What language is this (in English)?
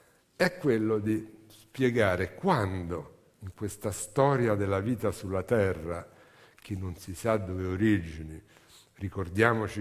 Italian